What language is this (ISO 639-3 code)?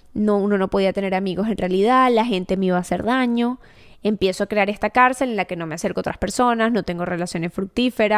spa